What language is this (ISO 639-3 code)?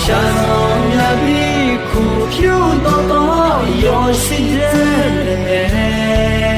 ahk